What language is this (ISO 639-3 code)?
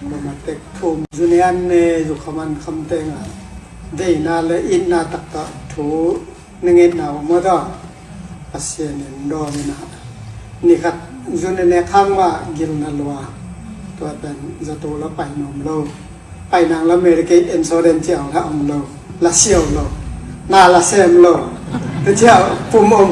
ctd